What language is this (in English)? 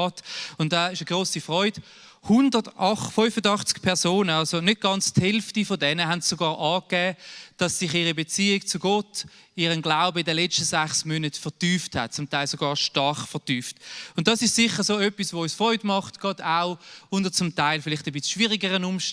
Swiss German